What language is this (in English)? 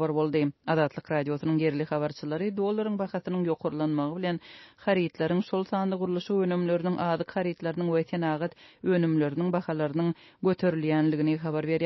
Turkmen